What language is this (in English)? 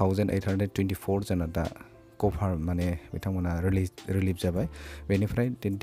Bodo